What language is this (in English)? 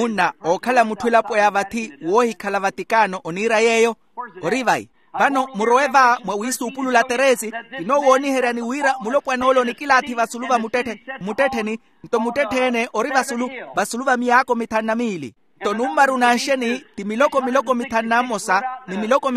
Makhuwa